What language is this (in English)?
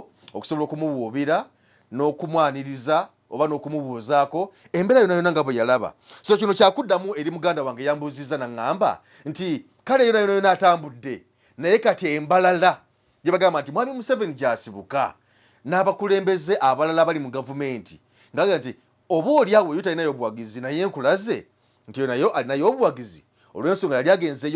Ganda